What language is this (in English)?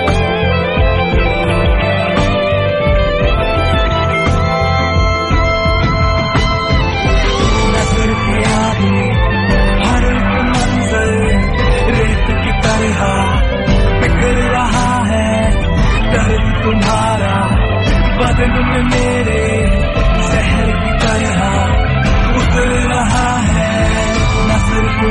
Punjabi